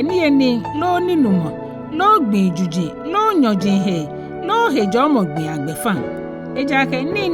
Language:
Ga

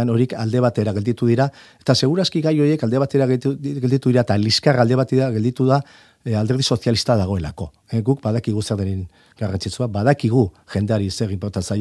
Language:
Basque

